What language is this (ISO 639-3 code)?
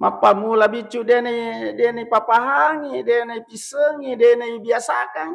bug